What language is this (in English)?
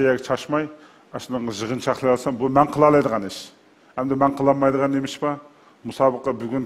Uyghur